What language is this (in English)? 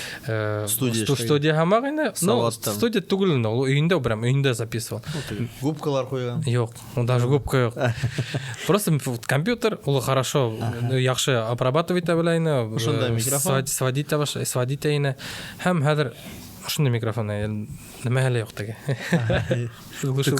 Bashkir